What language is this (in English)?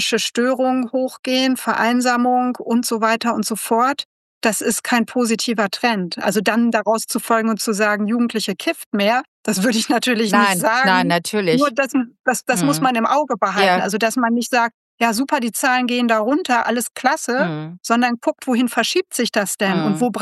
German